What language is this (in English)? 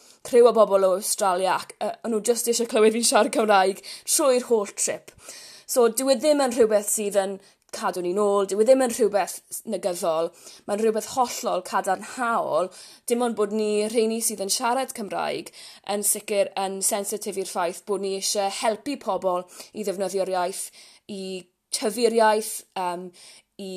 Welsh